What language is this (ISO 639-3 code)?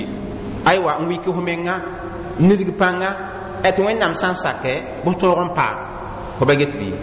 mos